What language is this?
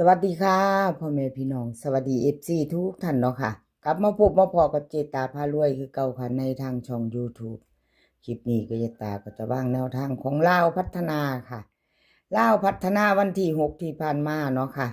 Northeastern Thai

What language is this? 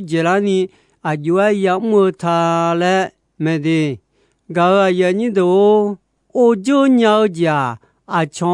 Akha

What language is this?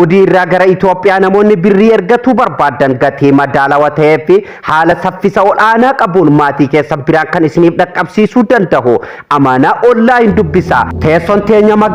Oromo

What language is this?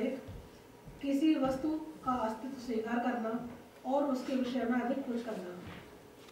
Hindi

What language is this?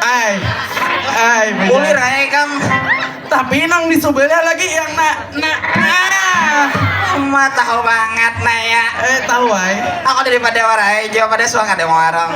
Banjar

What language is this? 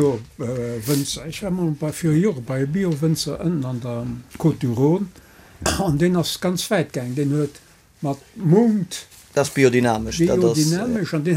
Luxembourgish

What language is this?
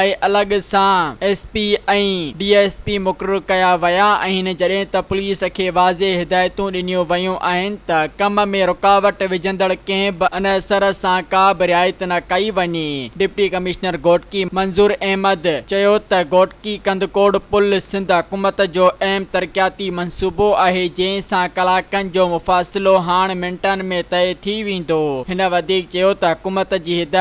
Sindhi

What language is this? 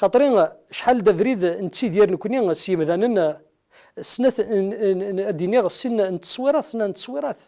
Kabyle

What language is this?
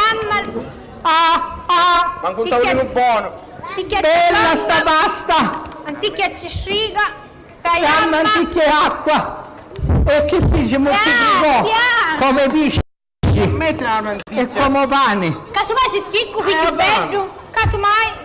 Sicilian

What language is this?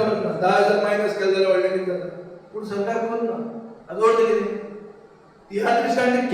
Konkani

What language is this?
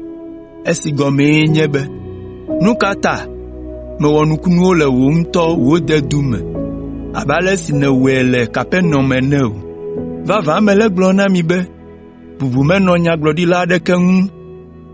Ewe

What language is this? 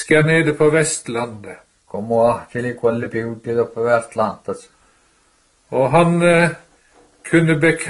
Norwegian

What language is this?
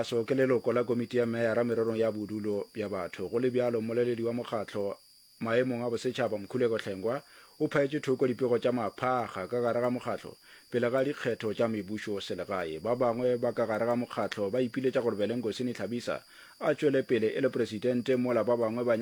Northern Sotho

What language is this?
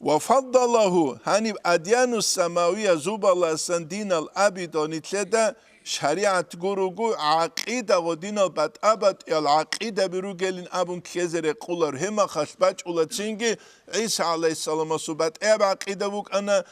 Avaric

